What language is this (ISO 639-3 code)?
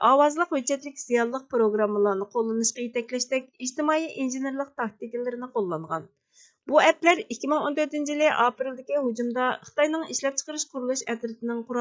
uig